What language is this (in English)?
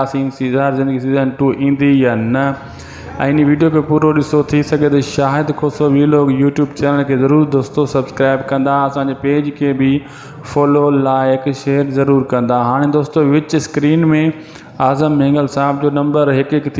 Sindhi